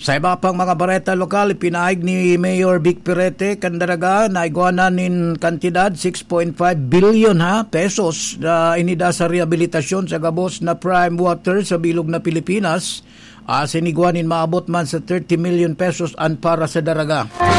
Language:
Bikol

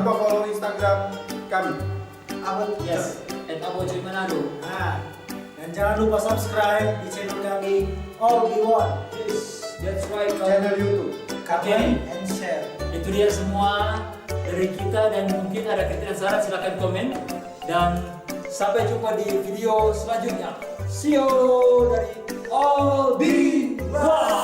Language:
Manado Malay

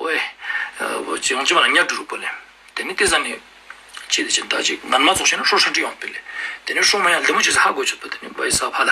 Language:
Ladakhi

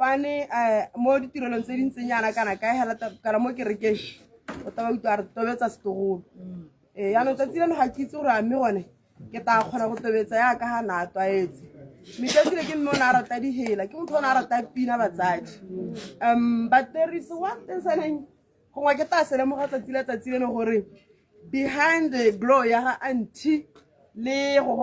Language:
Tswana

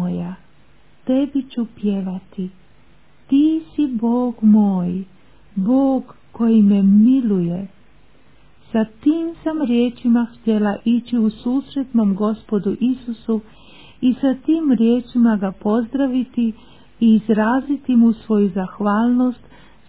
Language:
Croatian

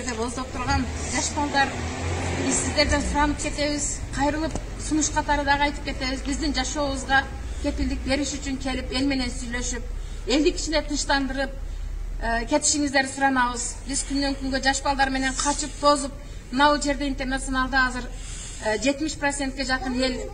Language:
Kyrgyz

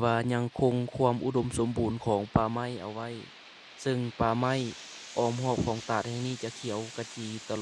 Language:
Lao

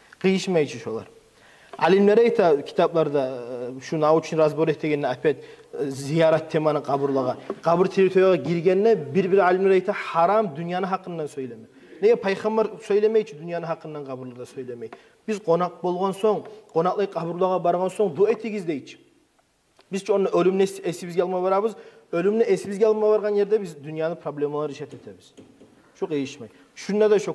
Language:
Kumyk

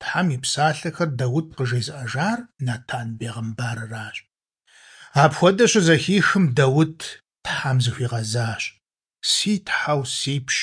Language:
Kabardian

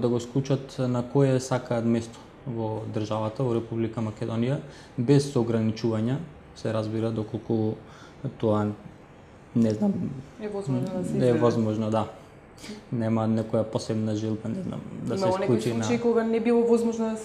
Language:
Macedonian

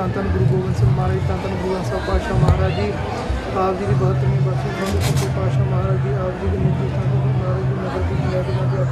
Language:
Punjabi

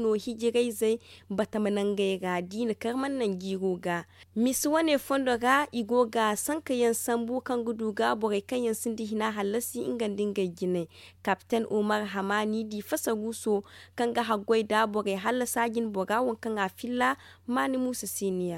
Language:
Zarma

